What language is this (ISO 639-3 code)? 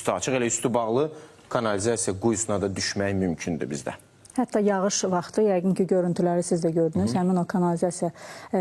aze